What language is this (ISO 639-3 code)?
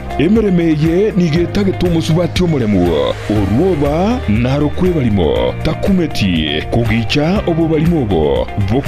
guz